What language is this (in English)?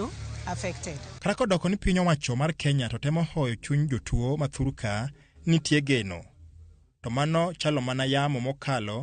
Luo (Kenya and Tanzania)